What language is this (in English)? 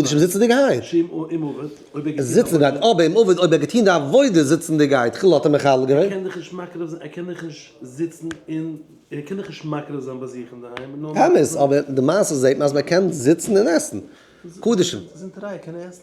Yiddish